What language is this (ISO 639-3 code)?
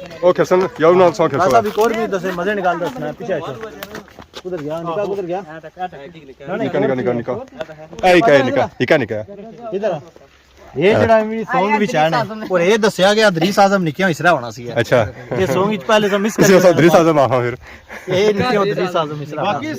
phr